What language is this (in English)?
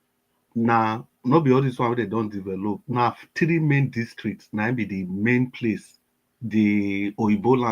Nigerian Pidgin